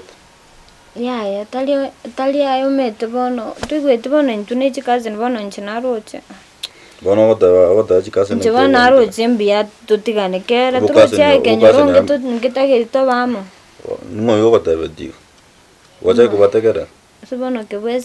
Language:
Gusii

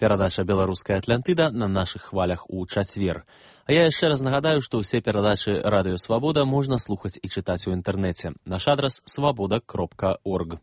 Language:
Belarusian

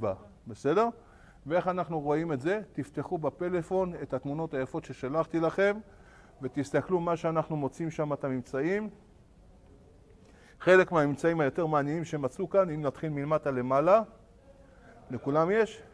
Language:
Hebrew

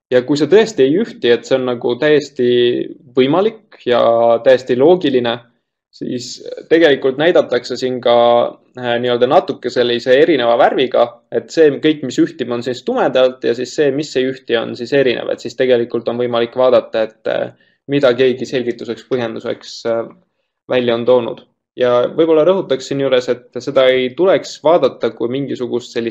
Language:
Estonian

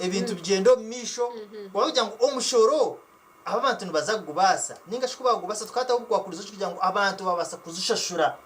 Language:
Nyankole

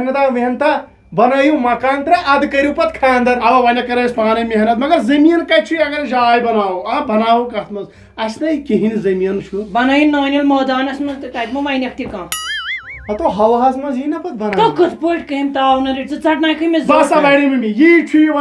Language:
Kashmiri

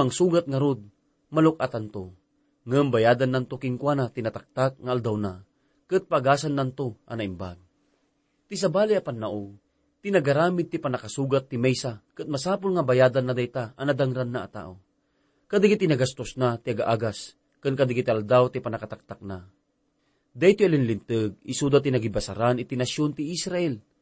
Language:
Iloko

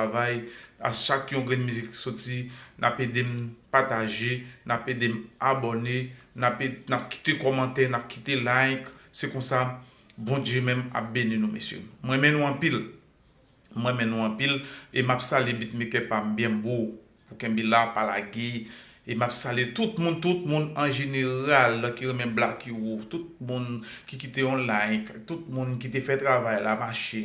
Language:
Haitian Creole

